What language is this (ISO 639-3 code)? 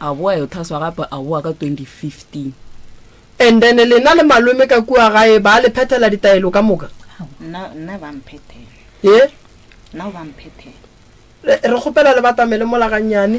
nso